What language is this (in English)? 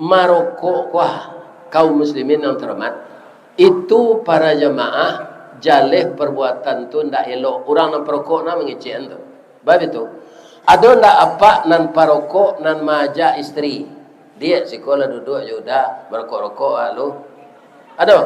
Minangkabau